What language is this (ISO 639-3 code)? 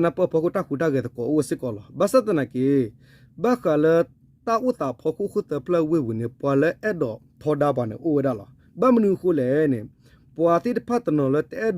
ksw